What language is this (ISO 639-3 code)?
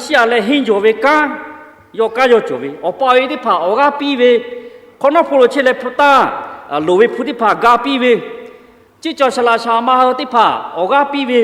lhu